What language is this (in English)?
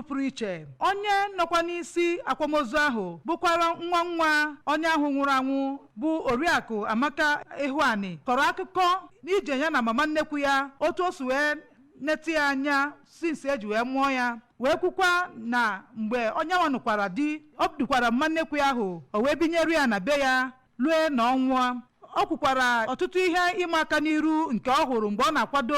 Igbo